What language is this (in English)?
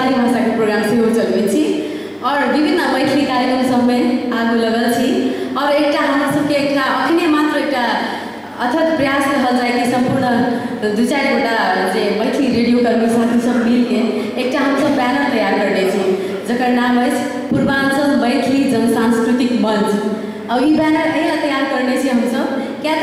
Maithili